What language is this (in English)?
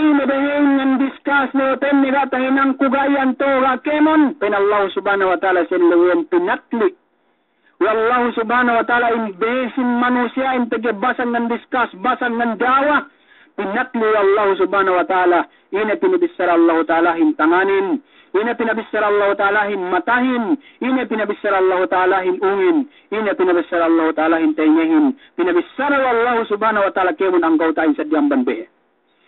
Yakan